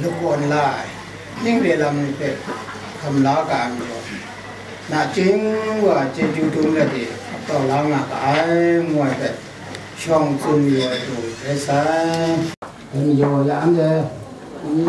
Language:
Kachin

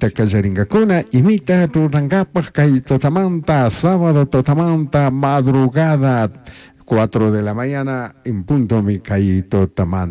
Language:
Chimborazo Highland Quichua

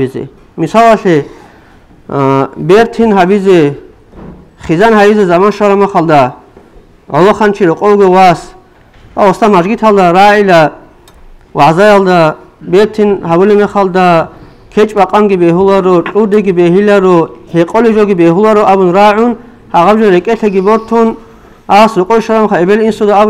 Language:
Avaric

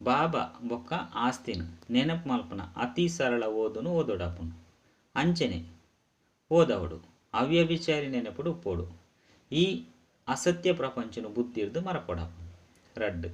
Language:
Tulu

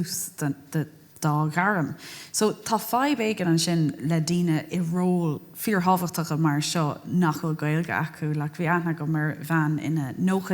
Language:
Irish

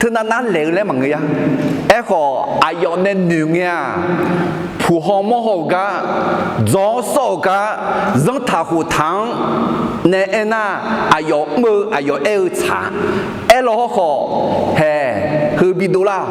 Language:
Akha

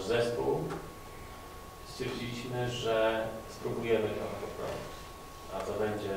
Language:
Polish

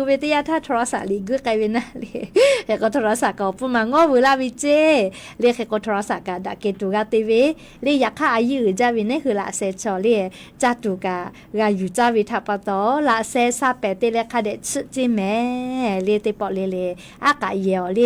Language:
Lahu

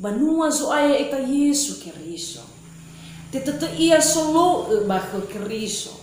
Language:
Nias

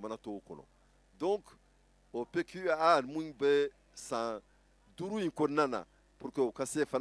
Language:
Bambara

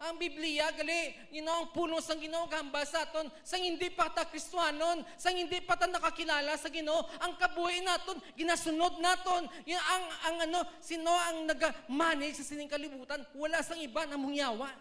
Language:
Hiligaynon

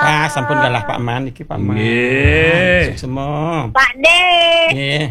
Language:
Balinese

